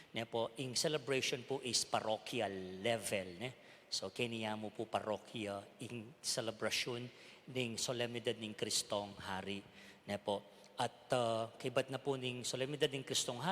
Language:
Pampanga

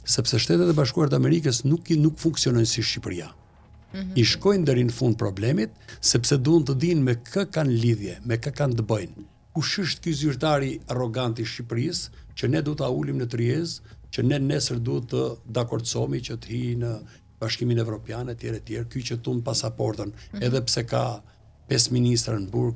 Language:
Albanian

